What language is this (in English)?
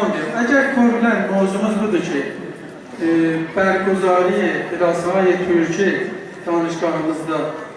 South Azerbaijani